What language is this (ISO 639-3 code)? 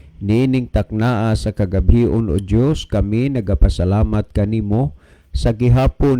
ceb